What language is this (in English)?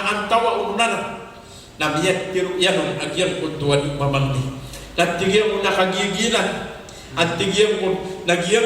Maranao